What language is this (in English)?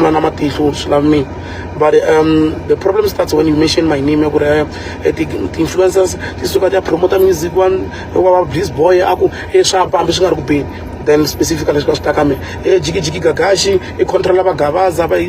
Tsonga